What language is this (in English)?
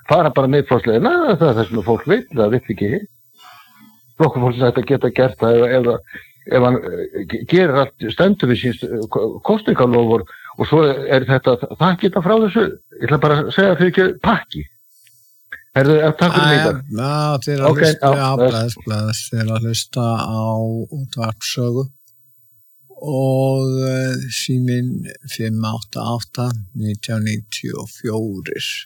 Icelandic